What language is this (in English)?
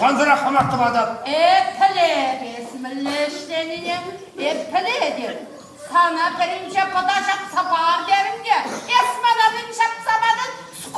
Chuvash